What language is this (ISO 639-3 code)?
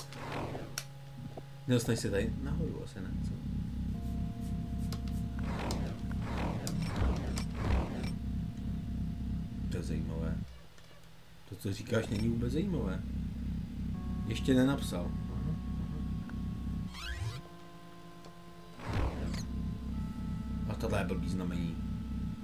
ces